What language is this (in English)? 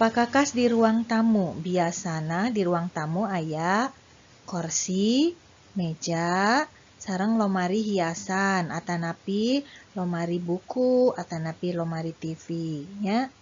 Sundanese